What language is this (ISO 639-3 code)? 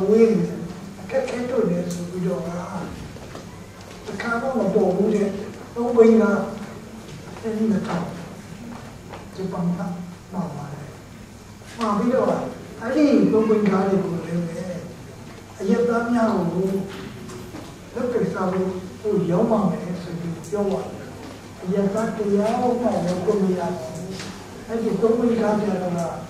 mya